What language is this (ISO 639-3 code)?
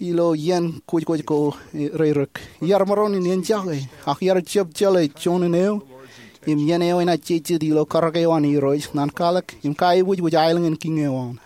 mah